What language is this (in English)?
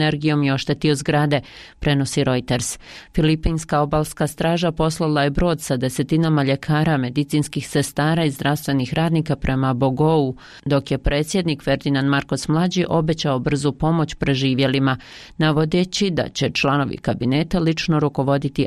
Bosnian